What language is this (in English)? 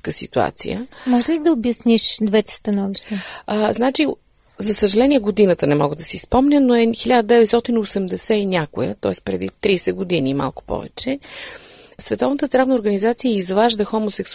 Bulgarian